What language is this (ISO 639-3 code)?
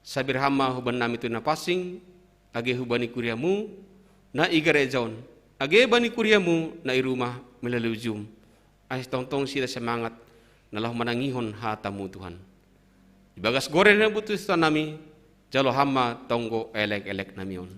bts